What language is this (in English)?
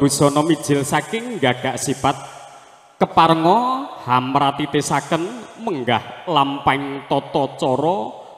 Javanese